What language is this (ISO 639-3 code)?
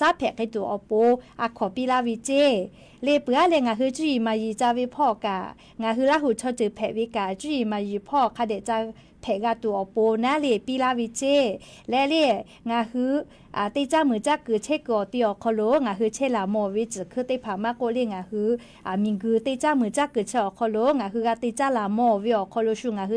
lhu